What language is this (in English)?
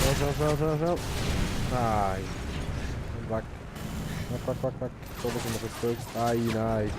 Swiss German